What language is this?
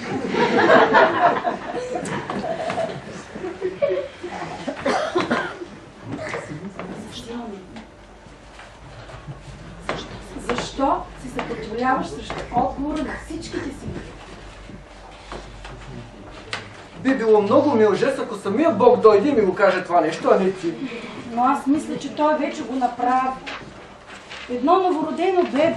Bulgarian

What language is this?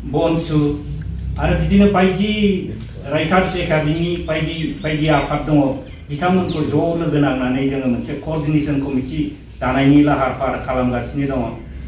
Bodo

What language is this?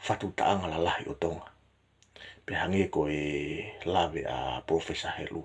Tongan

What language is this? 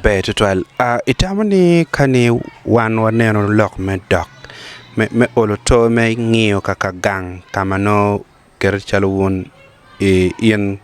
Acoli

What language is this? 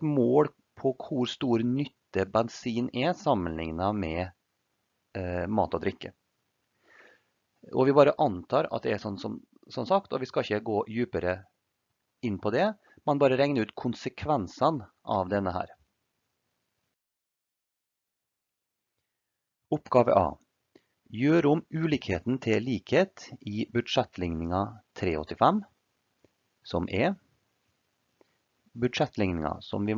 Norwegian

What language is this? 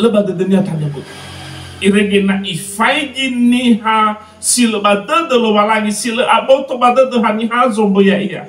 Nias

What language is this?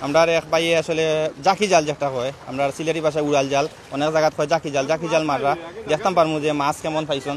Sylheti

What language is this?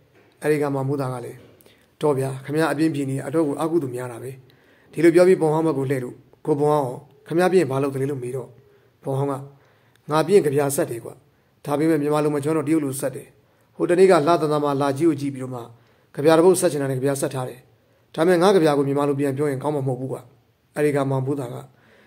Burmese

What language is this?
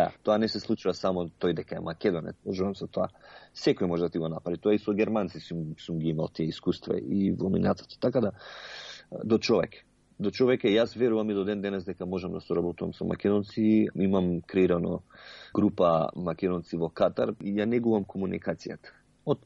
Macedonian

